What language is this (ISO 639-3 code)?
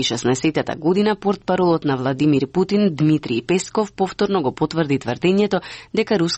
mkd